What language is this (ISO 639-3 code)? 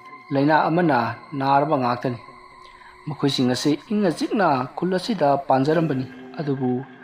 mni